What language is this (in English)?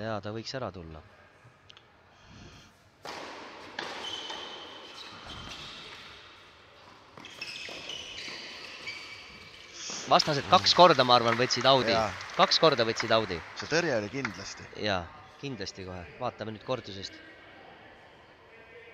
Estonian